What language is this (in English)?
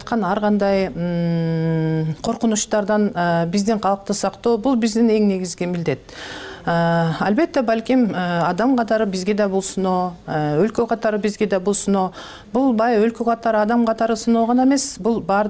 Kyrgyz